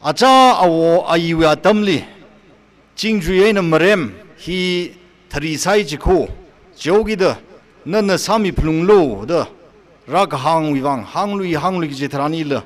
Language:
Tangkhul Naga (India)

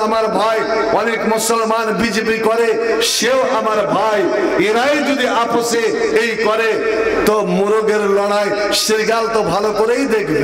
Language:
Bangla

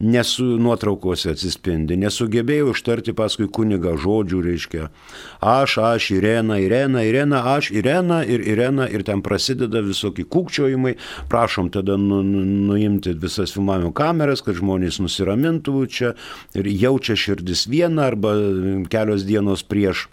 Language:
Lithuanian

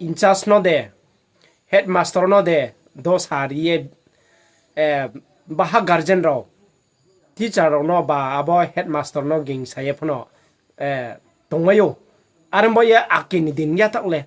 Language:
Riang (India)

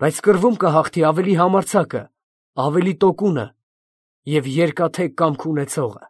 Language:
Armenian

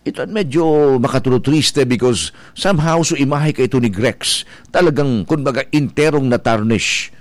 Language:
Bikol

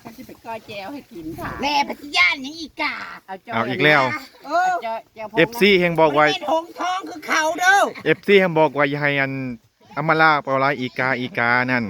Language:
Northeastern Thai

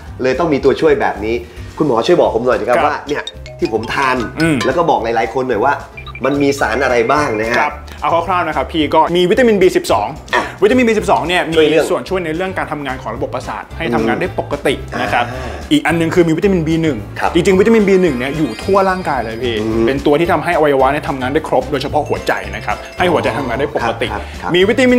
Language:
Thai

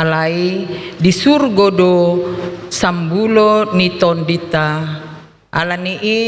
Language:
Batak Toba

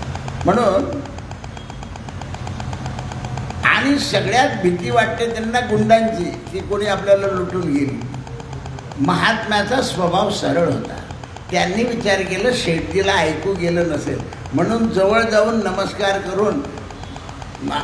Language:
Marathi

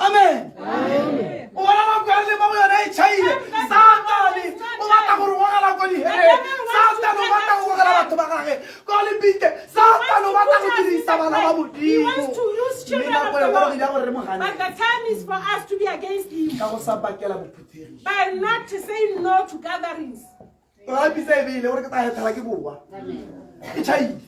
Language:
Tswana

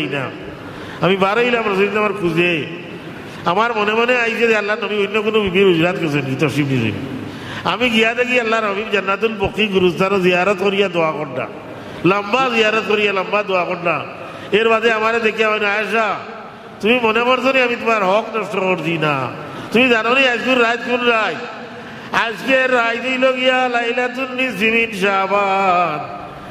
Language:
Sylheti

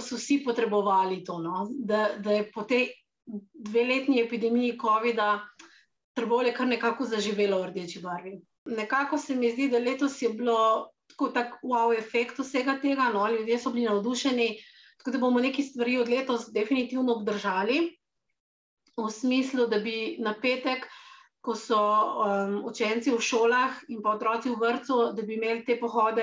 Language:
Slovenian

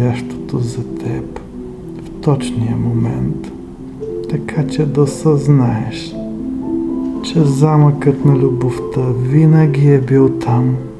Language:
Bulgarian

